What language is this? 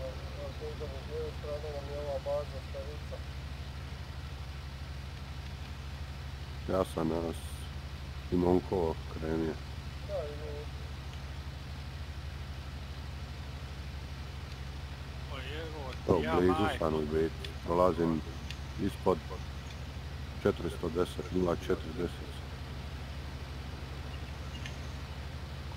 Croatian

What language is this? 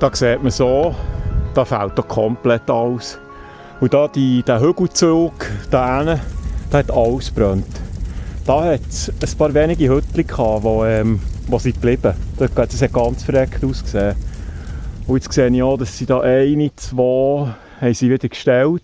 Swiss German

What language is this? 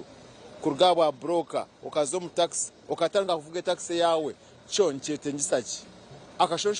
Nyankole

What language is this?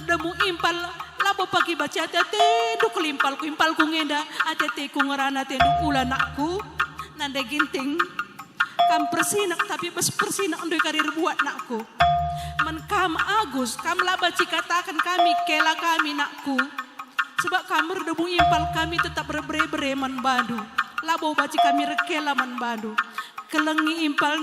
Batak Karo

